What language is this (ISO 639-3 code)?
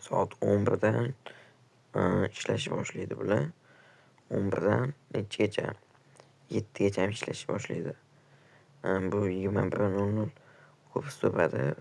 uzb